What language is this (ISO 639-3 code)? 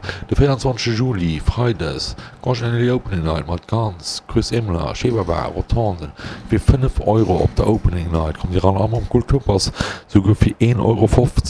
ltz